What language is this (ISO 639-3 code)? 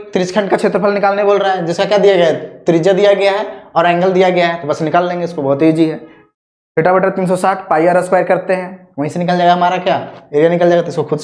hin